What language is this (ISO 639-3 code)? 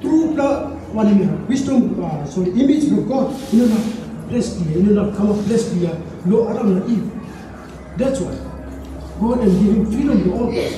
tpi